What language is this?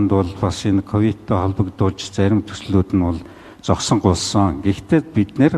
Mongolian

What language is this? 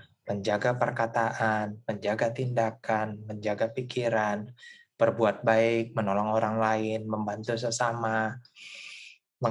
Indonesian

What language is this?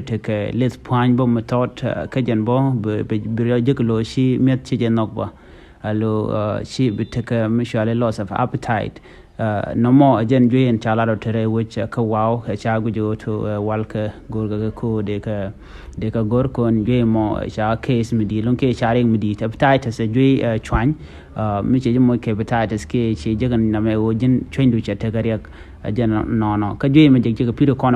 Nuer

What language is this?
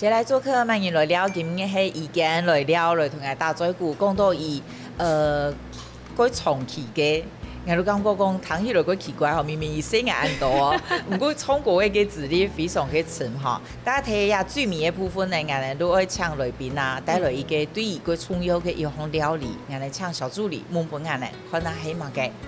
Hakka Chinese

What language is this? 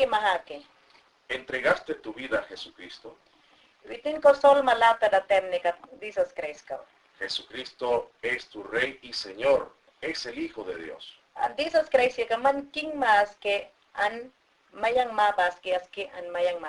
Mayangna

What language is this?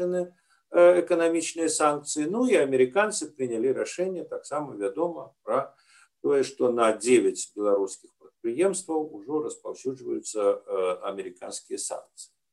Belarusian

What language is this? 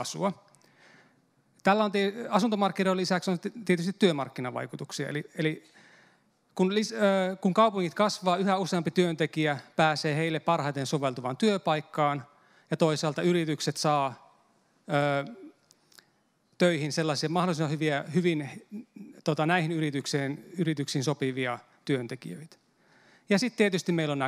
Finnish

